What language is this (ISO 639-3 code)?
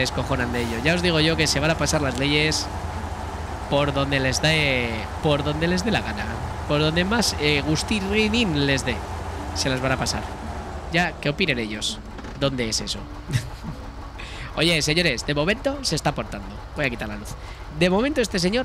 spa